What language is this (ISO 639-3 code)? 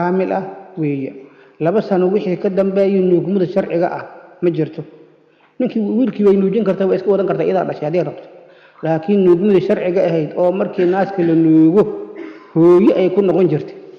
som